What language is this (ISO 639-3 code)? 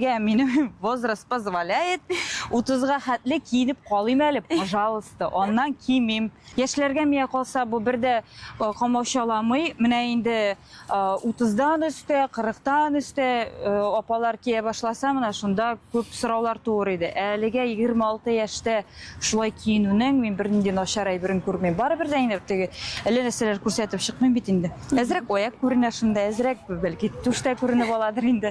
tat